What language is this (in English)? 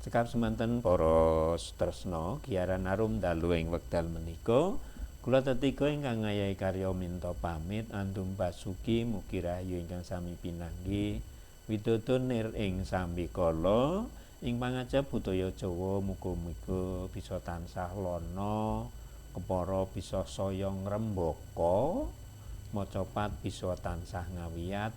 Javanese